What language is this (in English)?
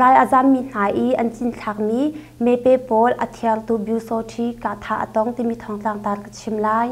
Hakha Chin